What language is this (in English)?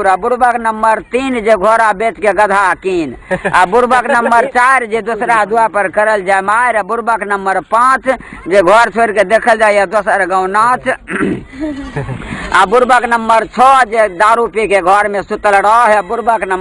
Maithili